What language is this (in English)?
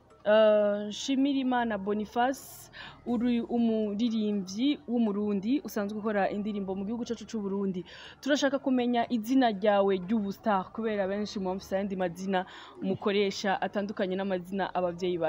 Rundi